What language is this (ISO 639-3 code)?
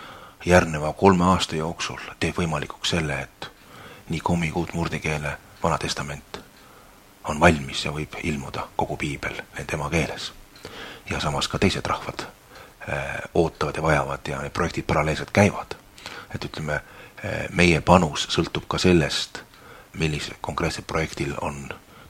est